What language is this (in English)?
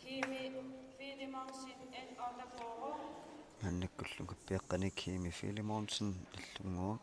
Kalaallisut